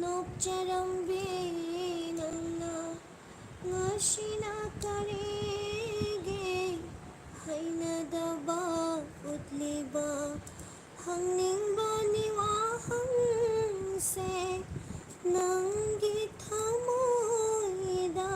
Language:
Manipuri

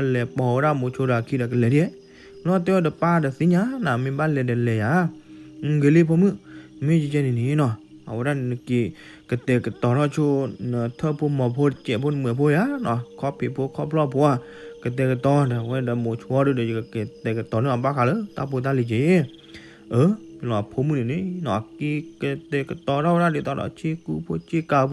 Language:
S'gaw Karen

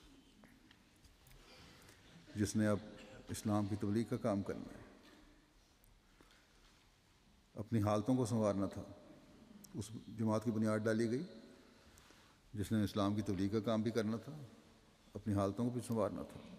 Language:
Urdu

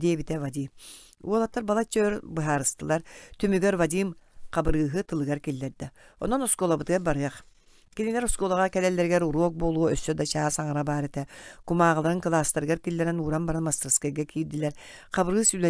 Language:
Yakut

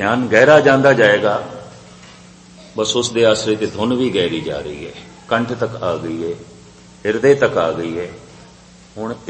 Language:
Punjabi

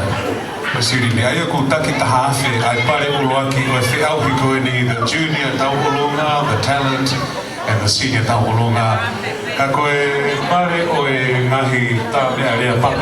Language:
Tongan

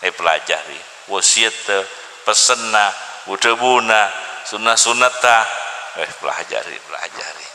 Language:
Madurese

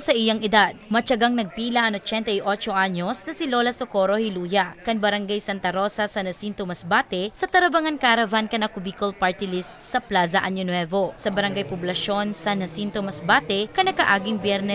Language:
Bikol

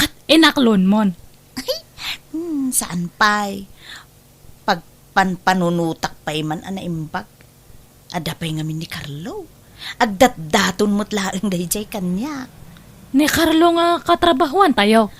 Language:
Iloko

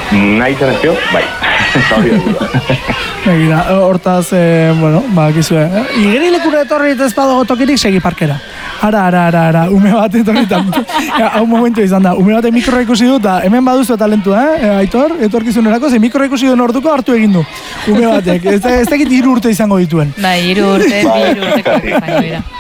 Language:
Basque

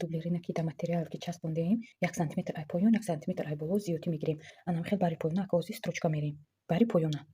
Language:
Tajik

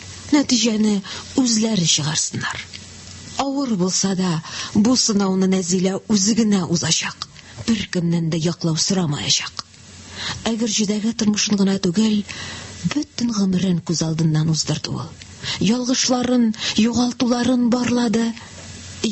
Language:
Tatar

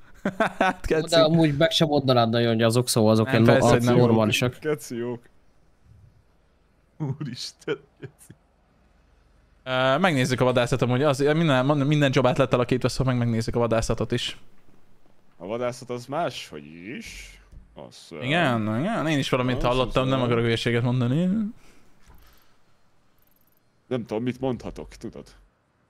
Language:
Hungarian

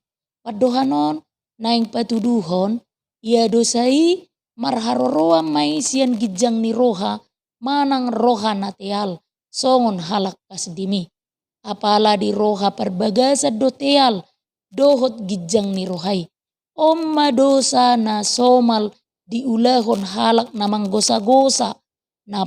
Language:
Batak Toba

